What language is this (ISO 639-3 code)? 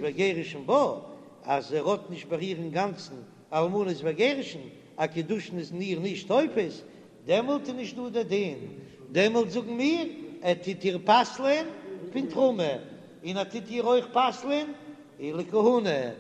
yid